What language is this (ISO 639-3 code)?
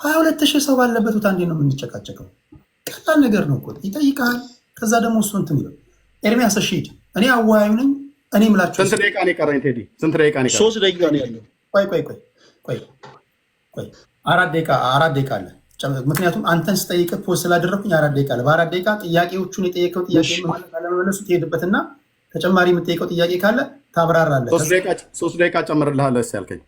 amh